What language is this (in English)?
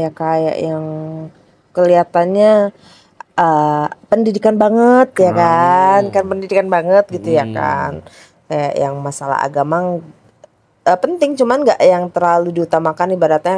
Indonesian